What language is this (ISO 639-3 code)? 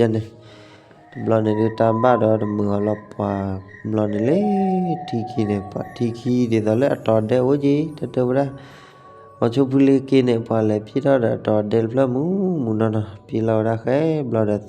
ksw